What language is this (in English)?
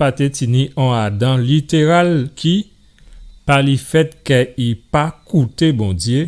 Guadeloupean Creole French